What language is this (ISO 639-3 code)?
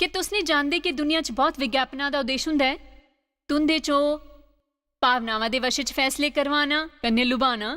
doi